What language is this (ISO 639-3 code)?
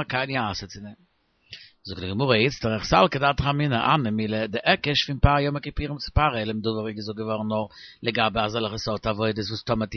yid